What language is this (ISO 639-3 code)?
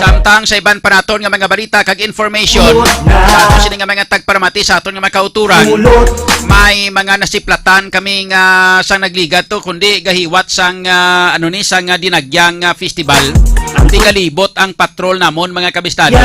hil